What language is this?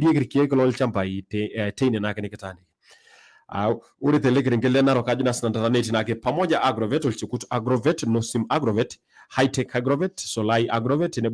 Masai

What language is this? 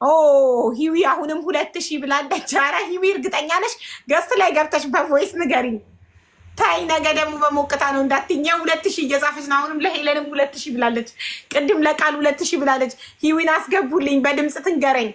Amharic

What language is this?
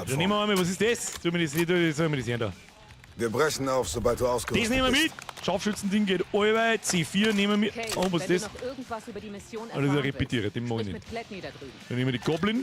Bavarian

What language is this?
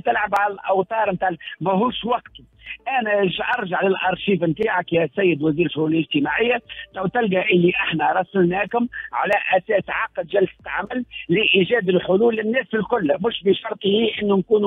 Tunisian Arabic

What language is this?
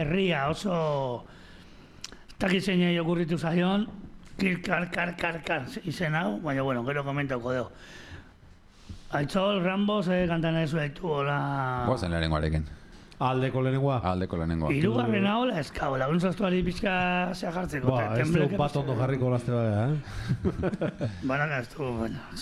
Basque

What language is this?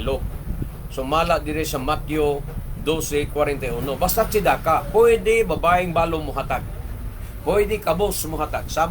Cebuano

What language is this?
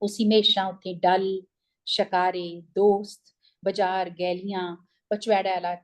Dogri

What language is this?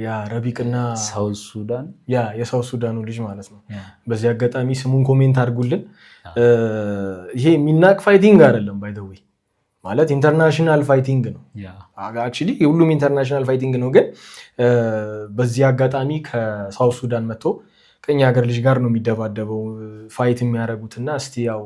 Amharic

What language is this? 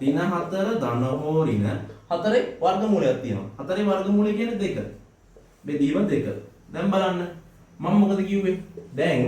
Sinhala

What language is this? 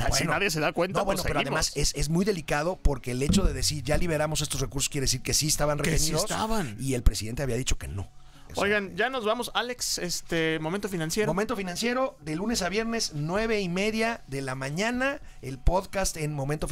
Spanish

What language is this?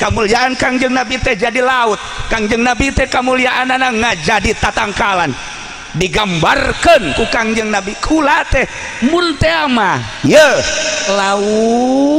Sundanese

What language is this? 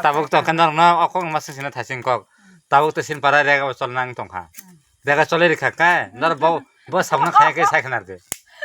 Kok Borok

